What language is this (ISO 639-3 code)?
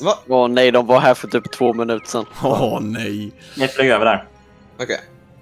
swe